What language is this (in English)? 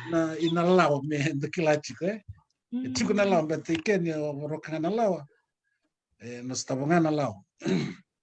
Fijian